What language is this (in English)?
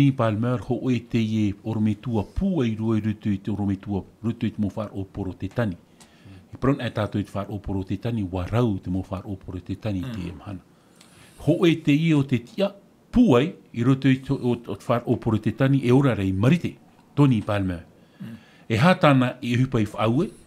Tahitian